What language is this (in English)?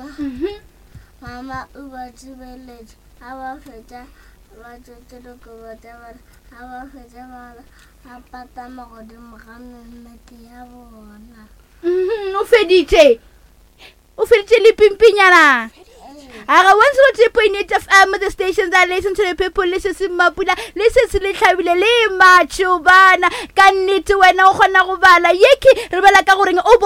Northern Sotho